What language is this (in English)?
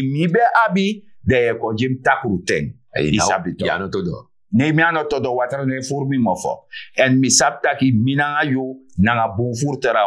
Sranan Tongo